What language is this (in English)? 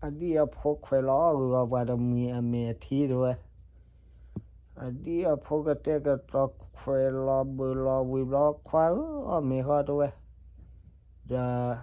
S'gaw Karen